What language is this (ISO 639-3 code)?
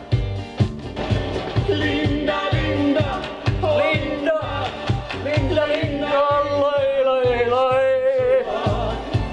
fin